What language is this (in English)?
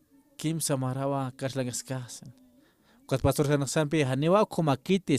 Aymara